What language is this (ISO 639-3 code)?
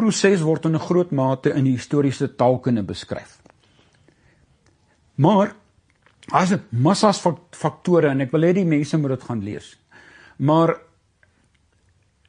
afr